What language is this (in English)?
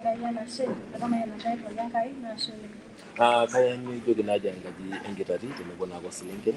Masai